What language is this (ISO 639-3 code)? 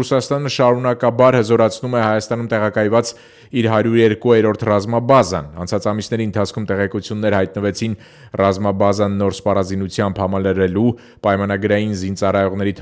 hye